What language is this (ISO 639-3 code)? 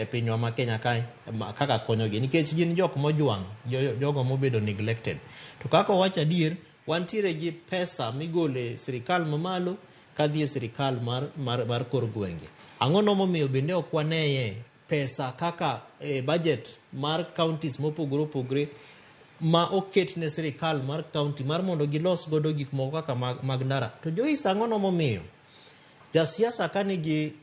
luo